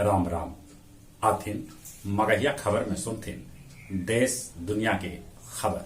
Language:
Magahi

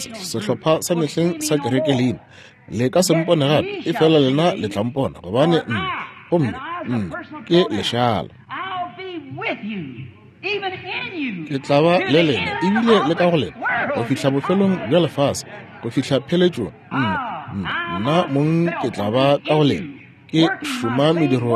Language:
Northern Sotho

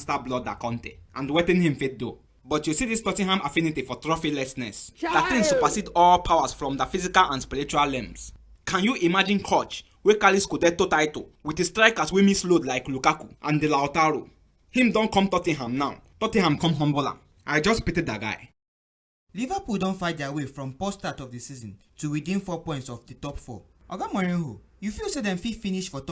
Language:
Nigerian Pidgin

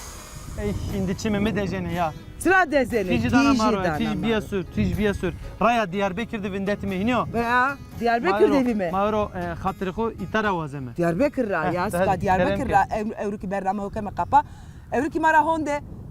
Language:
Zaza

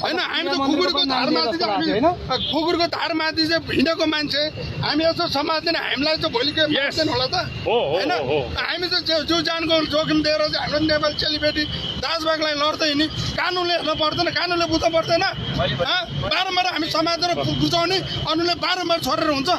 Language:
Nepali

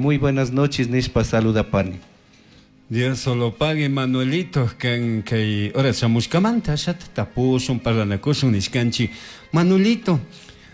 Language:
Chimborazo Highland Quichua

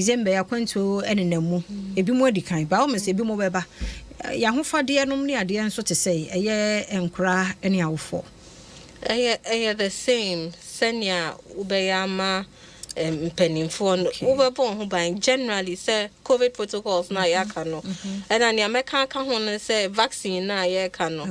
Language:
Akan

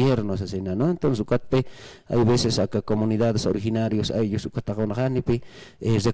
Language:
Aymara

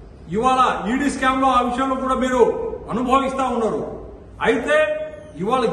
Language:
Telugu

